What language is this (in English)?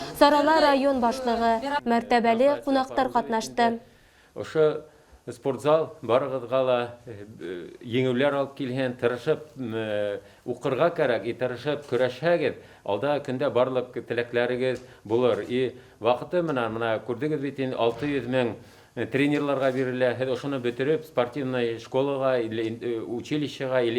Bashkir